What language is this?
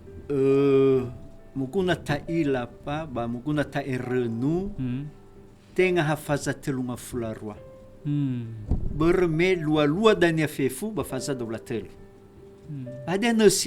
Nias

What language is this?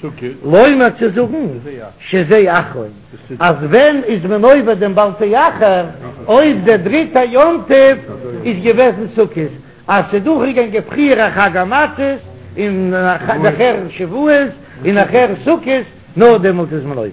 Yiddish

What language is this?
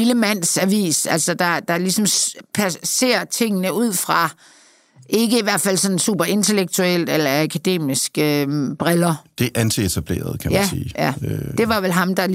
Danish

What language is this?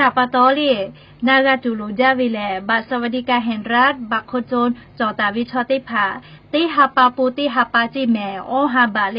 Lahu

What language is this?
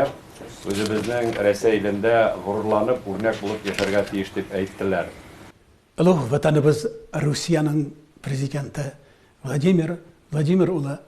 Tatar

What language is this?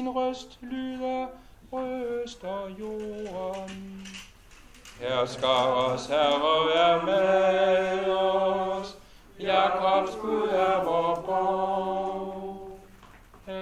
Danish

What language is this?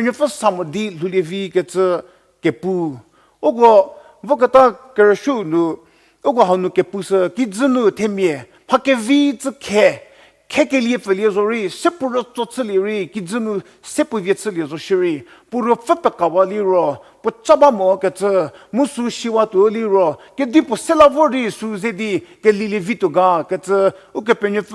Angami Naga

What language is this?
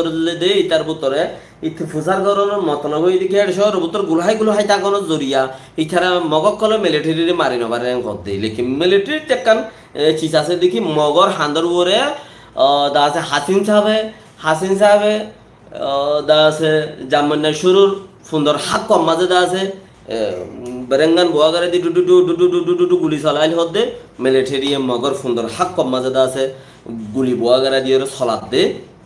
Rohingya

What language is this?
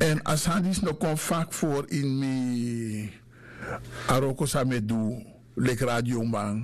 Sranan Tongo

